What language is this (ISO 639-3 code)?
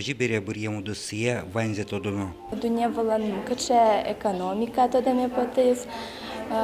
udm